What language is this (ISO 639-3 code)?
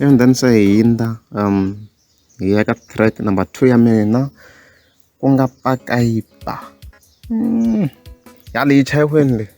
tso